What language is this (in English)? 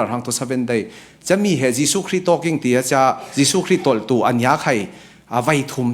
Falam Chin